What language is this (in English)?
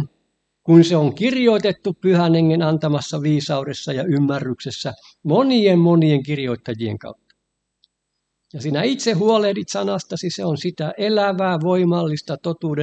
Finnish